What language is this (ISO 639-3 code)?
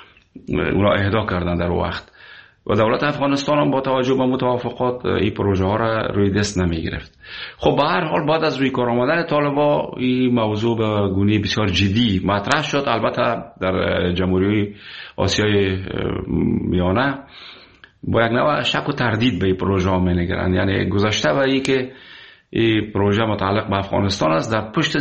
fas